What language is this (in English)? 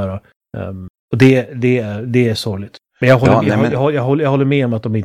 Swedish